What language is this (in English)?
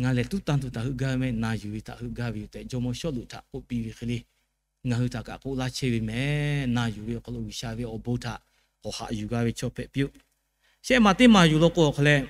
Lahu